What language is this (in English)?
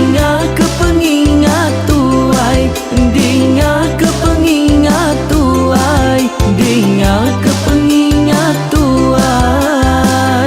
Iban